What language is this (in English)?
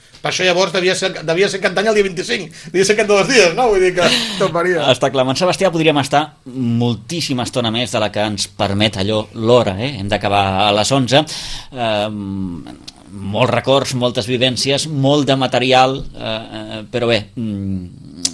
Catalan